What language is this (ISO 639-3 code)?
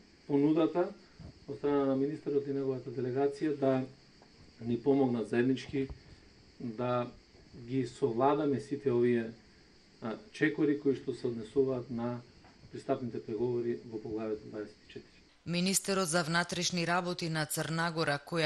mkd